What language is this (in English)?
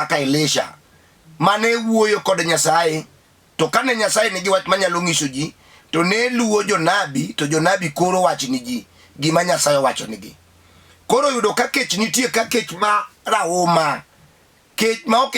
Luo (Kenya and Tanzania)